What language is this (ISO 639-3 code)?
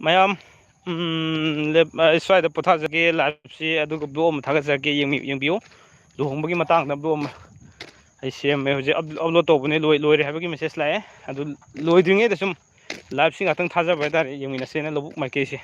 mni